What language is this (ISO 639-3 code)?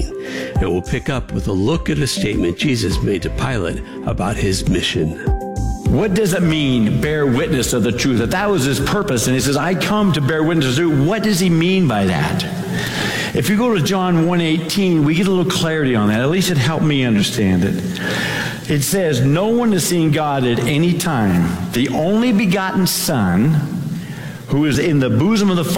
eng